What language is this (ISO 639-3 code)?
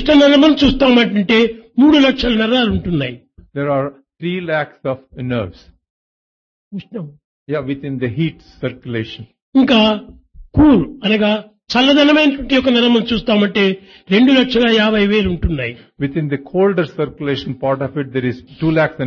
tel